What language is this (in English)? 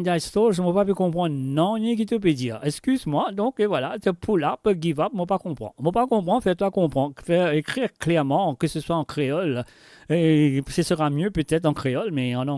Morisyen